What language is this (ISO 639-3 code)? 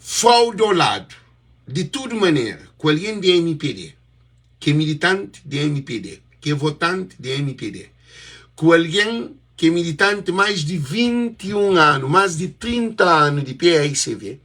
kea